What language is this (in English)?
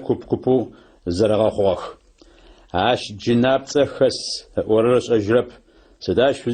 Adyghe